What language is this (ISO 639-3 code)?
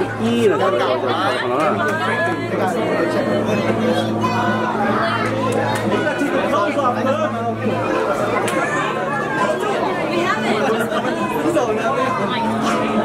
vie